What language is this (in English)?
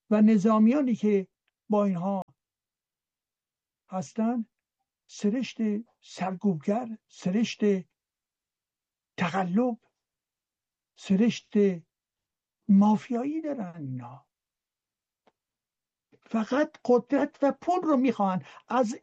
Persian